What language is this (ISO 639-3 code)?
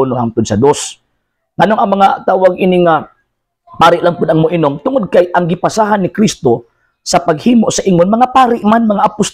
ceb